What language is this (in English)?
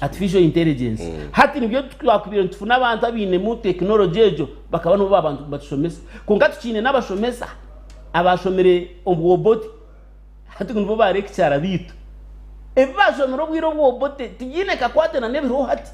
Nyankole